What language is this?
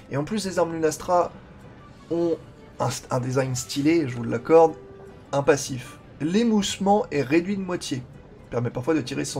French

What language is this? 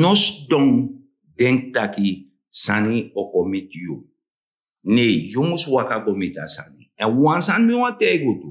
Sranan Tongo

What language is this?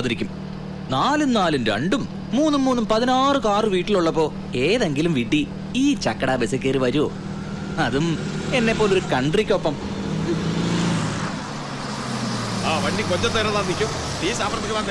Malayalam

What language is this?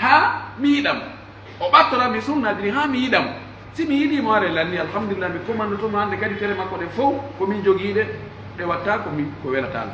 Pular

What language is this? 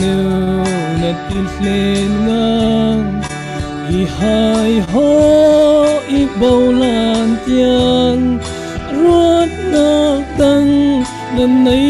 Falam Chin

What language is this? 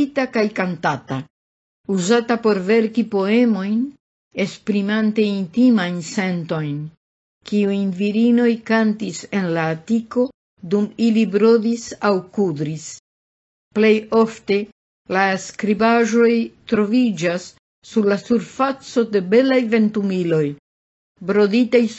Esperanto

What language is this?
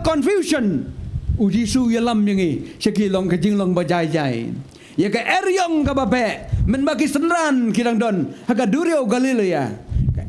Khasi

